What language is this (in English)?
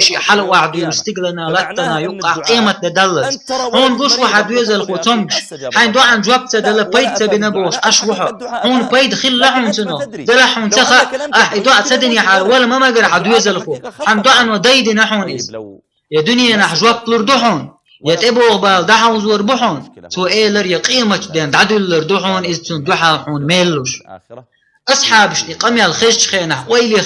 Chechen